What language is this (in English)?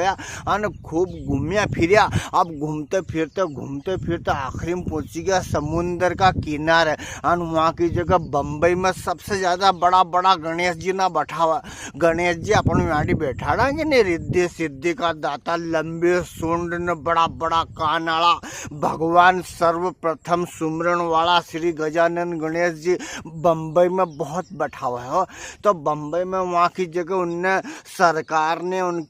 Rajasthani